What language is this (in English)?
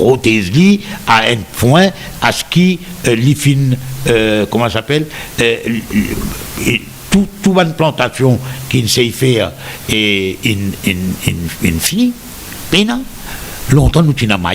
Morisyen